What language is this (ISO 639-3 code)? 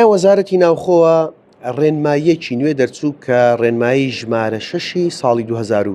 ckb